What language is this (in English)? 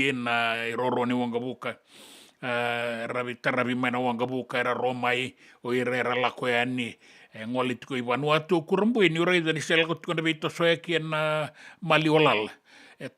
Fijian